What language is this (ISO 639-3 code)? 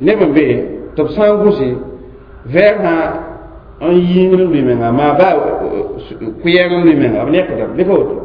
mos